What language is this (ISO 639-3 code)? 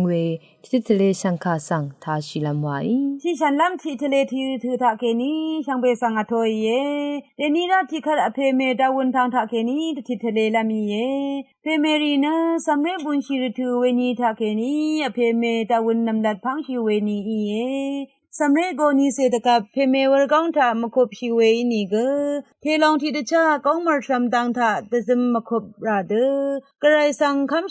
raw